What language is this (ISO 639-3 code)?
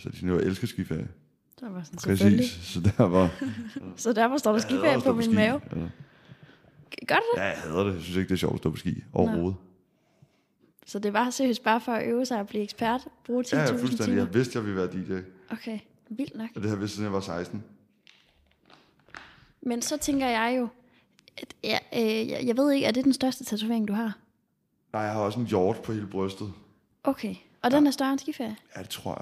dan